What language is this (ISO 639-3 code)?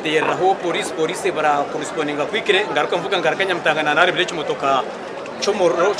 nyn